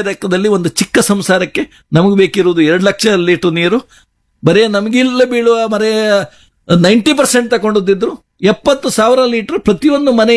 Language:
Kannada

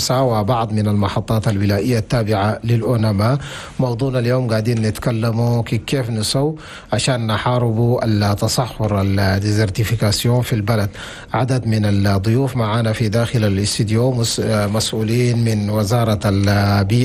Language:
Chadian Arabic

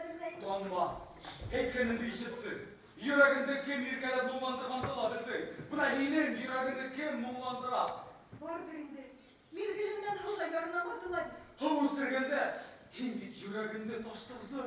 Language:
Bashkir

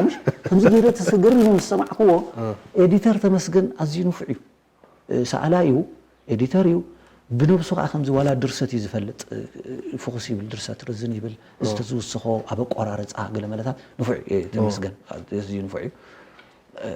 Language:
Tigrinya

